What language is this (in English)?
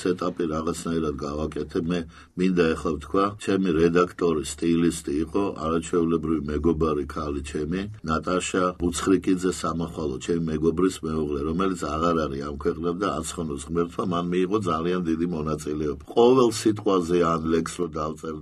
Georgian